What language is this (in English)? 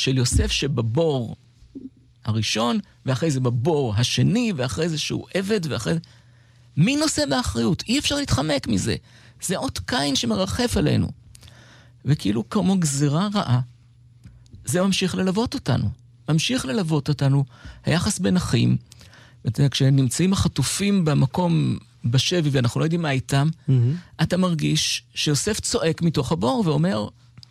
Hebrew